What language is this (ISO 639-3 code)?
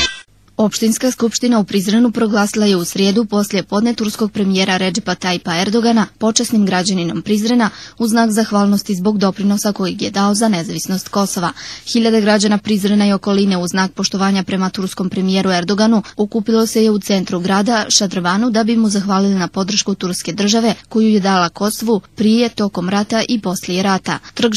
bos